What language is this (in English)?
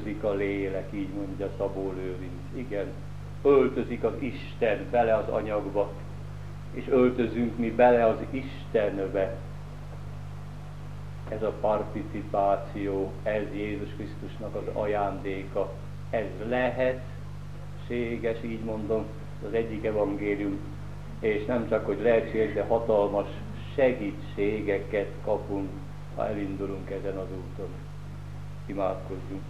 Hungarian